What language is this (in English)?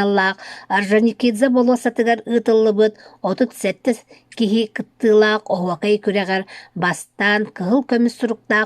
Yakut